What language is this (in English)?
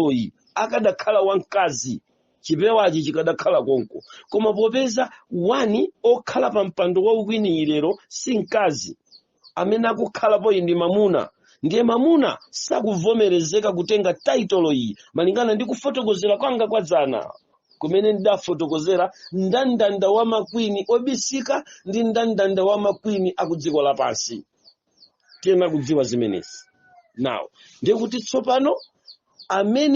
Nyanja